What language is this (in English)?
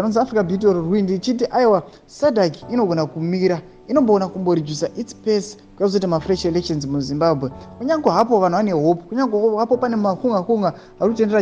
Shona